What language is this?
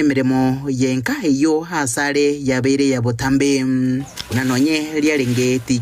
Gusii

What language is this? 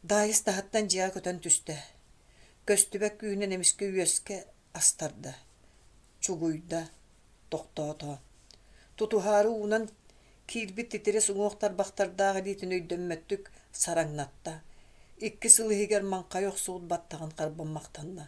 Yakut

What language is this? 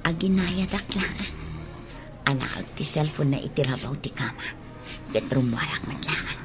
Iloko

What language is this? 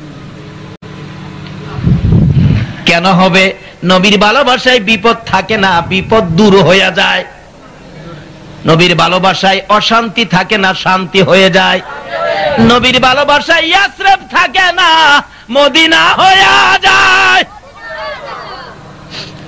Bangla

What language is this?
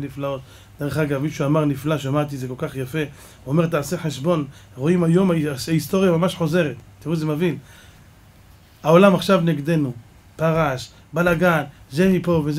Hebrew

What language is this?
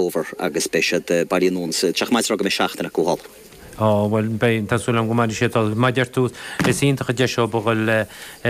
Irish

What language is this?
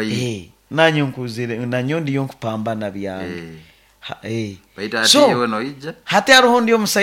Nyoro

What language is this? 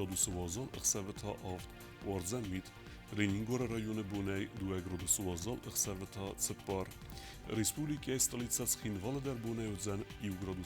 Ossetic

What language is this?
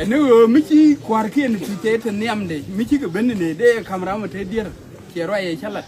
Nuer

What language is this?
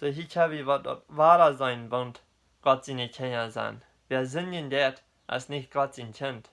Plautdietsch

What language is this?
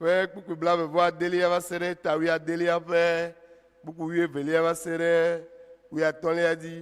Ewe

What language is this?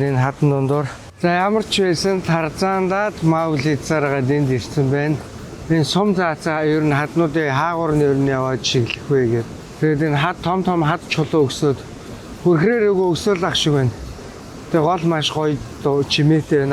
Mongolian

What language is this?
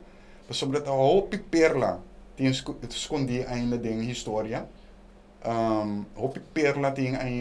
Papiamento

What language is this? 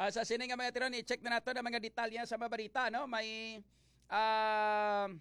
Hiligaynon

